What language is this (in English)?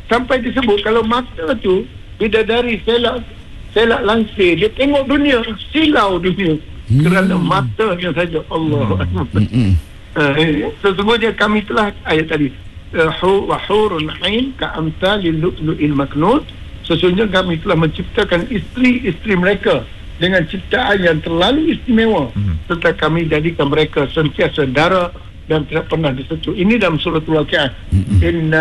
Malay